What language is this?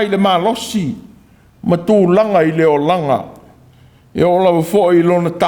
Samoan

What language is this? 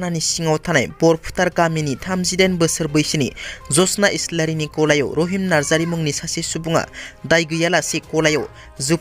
Bodo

